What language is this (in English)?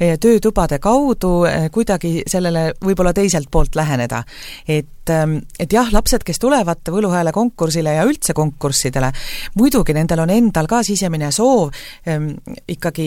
Estonian